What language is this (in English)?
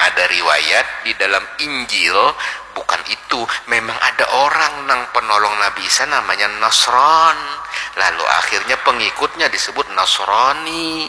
Banjar